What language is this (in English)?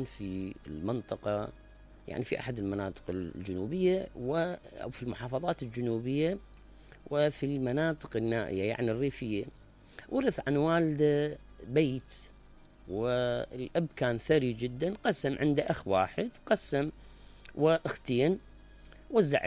Mesopotamian Arabic